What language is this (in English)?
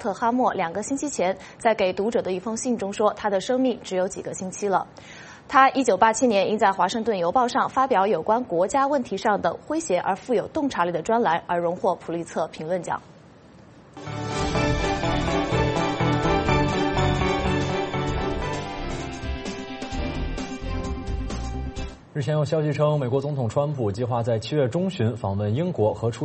Chinese